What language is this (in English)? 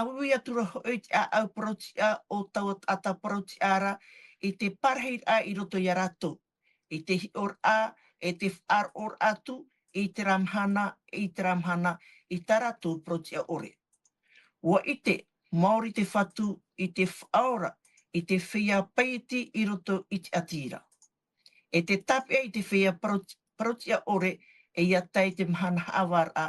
Tahitian